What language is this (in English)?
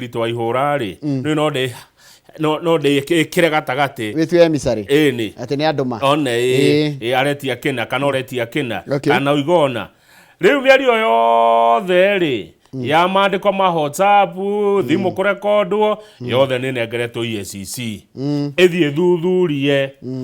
Kikuyu